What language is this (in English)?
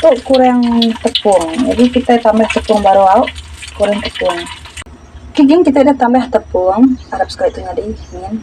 Iban